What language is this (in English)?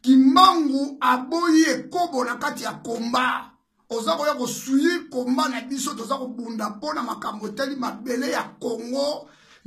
Lingala